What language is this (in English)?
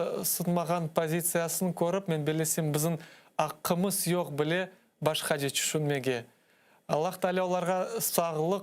Crimean Tatar